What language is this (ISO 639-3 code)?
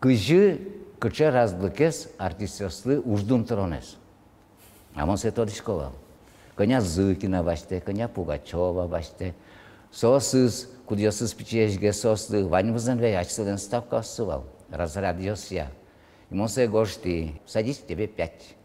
udm